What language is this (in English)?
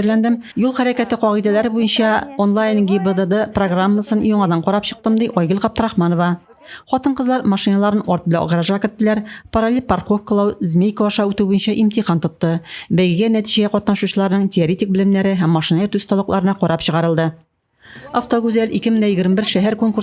Tatar